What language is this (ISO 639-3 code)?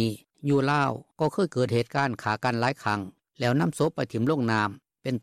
lao